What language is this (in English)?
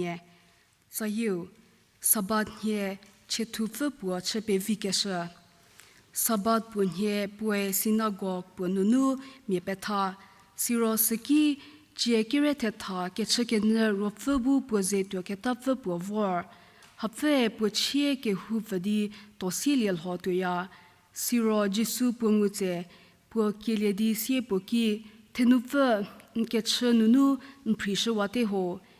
Angami Naga